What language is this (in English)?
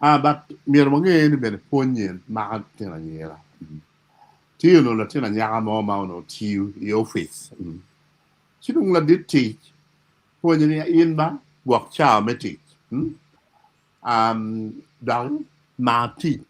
Acoli